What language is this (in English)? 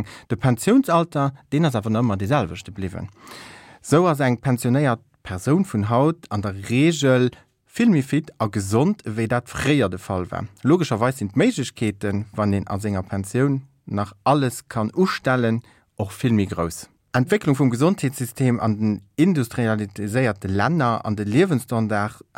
Luxembourgish